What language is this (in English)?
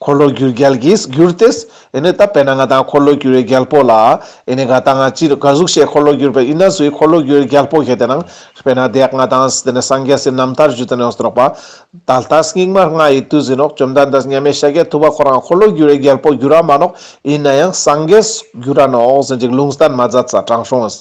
Ladakhi